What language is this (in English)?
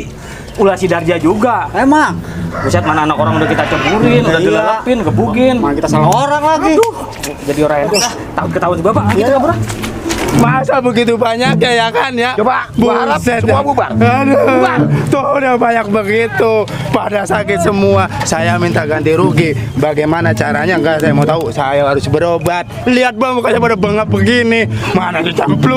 Betawi